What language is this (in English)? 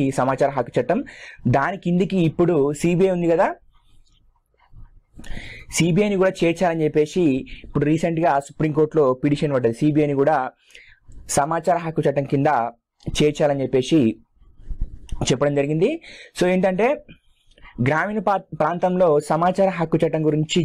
Telugu